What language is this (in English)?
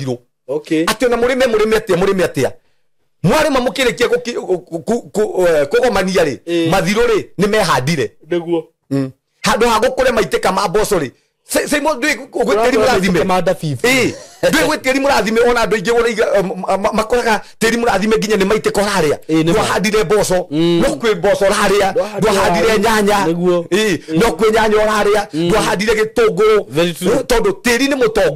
Kikuyu